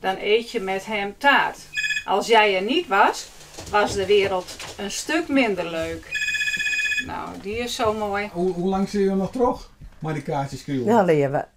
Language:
Western Frisian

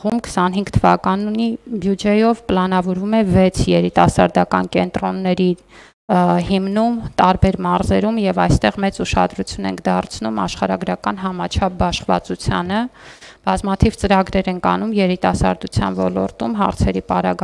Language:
Armenian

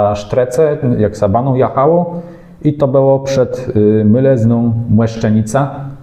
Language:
Kashubian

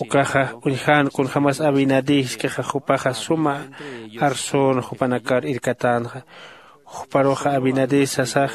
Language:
Aymara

